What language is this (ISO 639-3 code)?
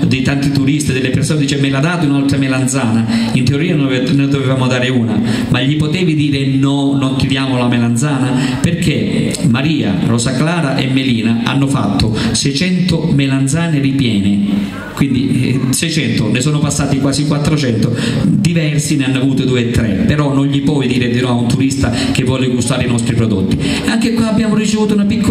ita